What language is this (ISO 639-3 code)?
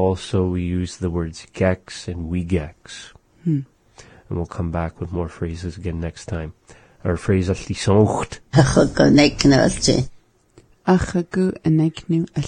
eng